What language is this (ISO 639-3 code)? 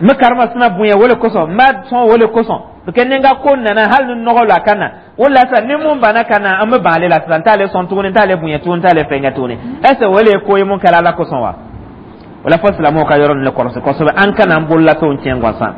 dyu